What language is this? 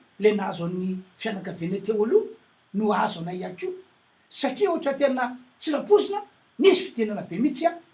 Malagasy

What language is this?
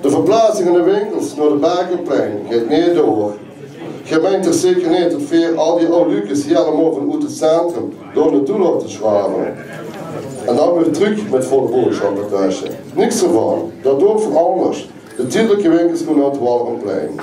Limburgish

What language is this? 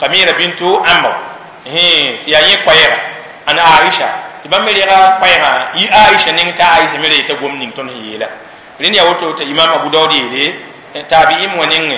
Mossi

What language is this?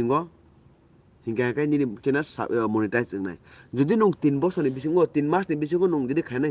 Kok Borok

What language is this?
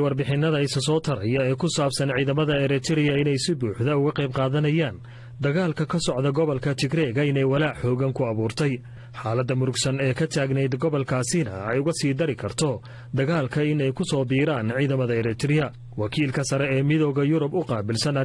Somali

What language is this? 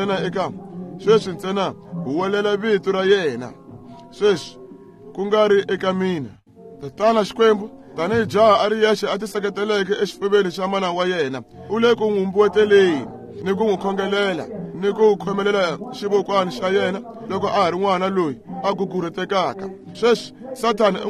Tsonga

